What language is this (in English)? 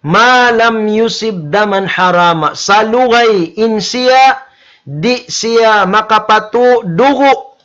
Tausug